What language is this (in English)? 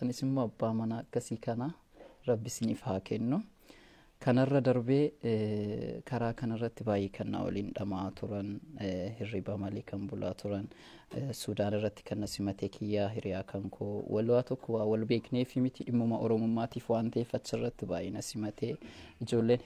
Oromo